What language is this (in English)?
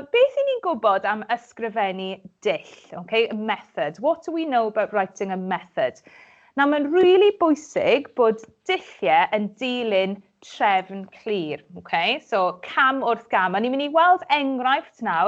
Welsh